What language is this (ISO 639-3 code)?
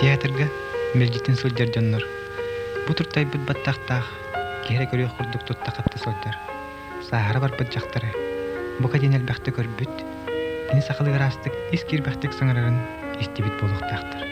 sah